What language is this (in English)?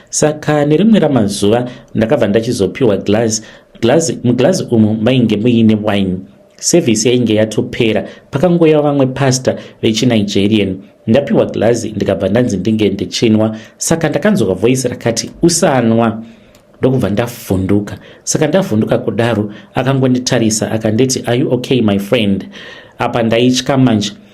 Shona